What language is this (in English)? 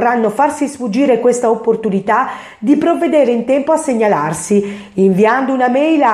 Italian